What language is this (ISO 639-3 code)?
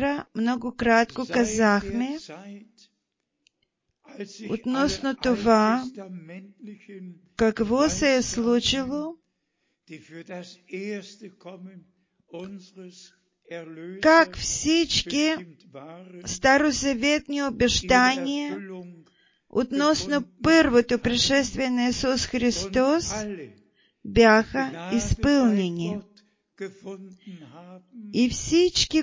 bul